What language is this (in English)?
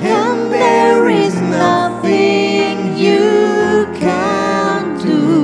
Morisyen